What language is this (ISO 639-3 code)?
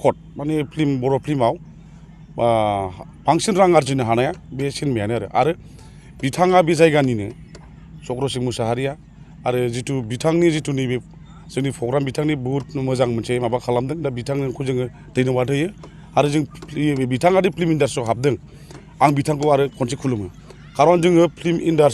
brx